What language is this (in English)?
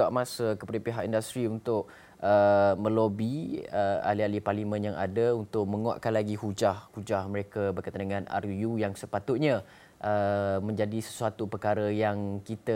Malay